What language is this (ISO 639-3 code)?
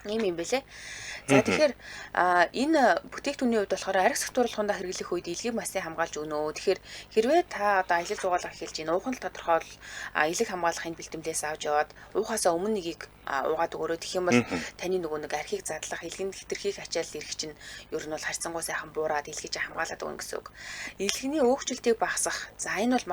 mon